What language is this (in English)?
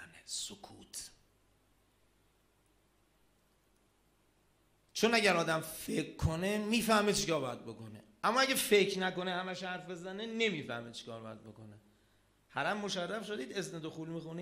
Persian